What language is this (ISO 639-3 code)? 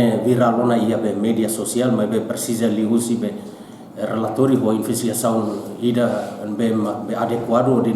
tet